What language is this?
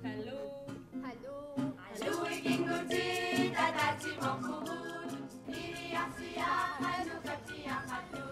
Kalaallisut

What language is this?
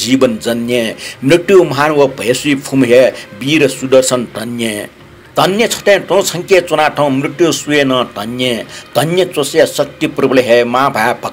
Newari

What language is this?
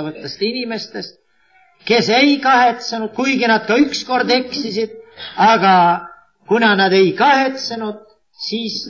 Estonian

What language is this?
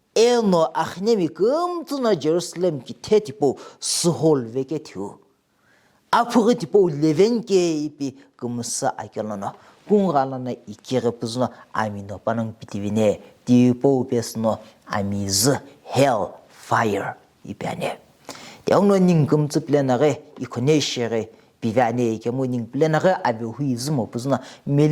Sumi Naga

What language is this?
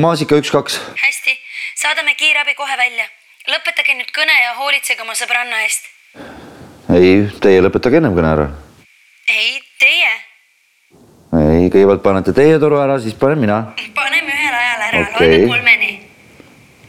Estonian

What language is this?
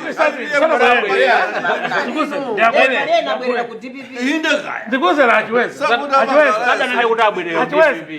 Nyanja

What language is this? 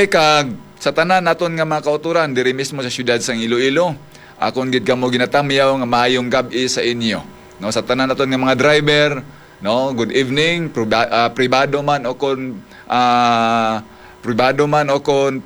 Hiligaynon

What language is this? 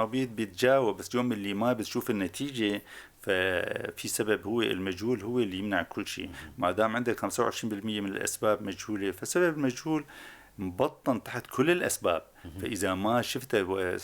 North Levantine Arabic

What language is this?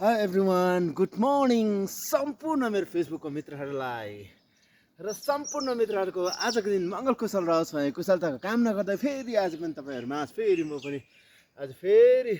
Nepali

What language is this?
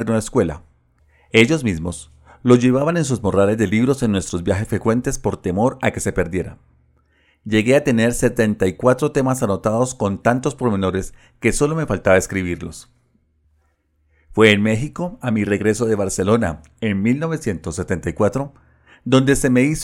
Spanish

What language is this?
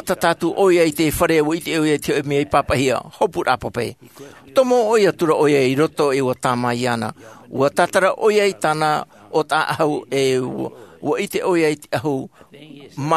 Tahitian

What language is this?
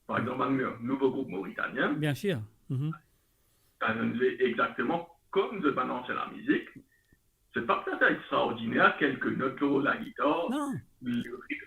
Morisyen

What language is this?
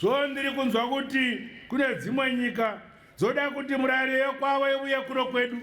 Shona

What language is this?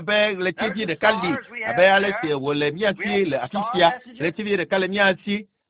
Ewe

